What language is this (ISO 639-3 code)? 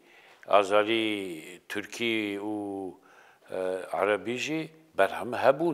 kur